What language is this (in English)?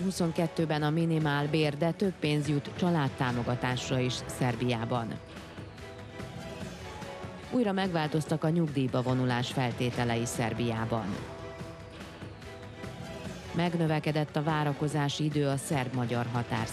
Hungarian